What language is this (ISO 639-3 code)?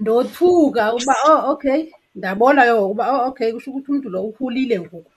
xho